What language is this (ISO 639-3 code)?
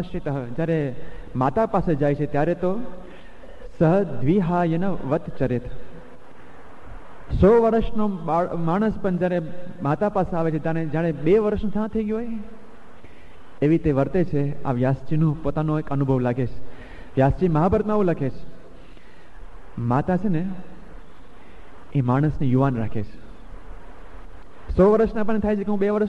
guj